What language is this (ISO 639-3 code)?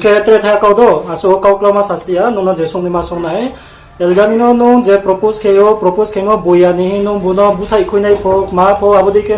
ria